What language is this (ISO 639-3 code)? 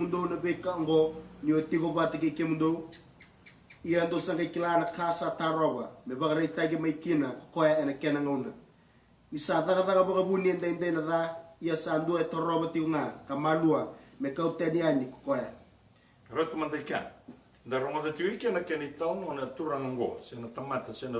fij